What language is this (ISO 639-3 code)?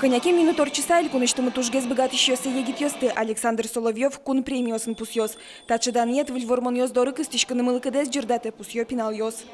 udm